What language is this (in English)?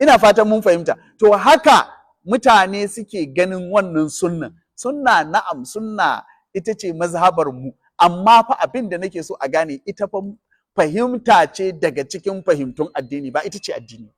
Hausa